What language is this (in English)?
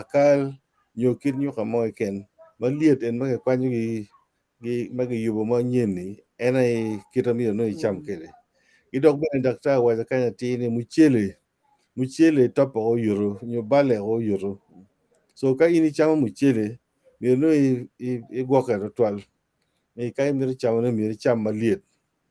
Acoli